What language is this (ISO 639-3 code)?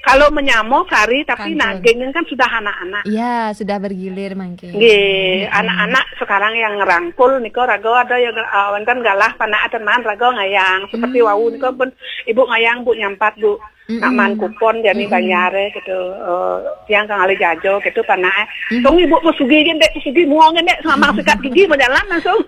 ban